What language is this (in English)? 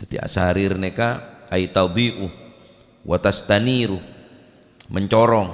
Madurese